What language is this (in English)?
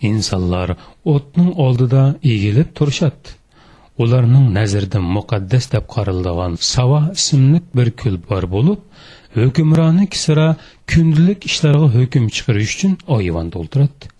Uyghur